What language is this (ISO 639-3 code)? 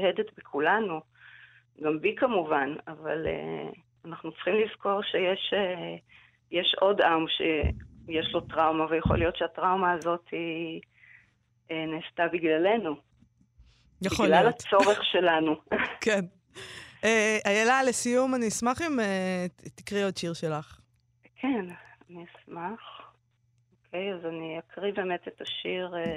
heb